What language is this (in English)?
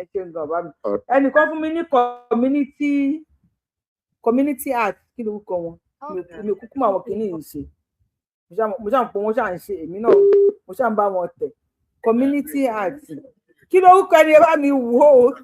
Yoruba